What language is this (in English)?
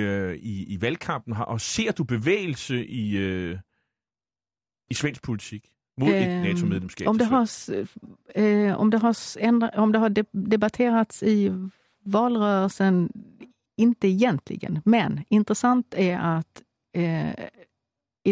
Danish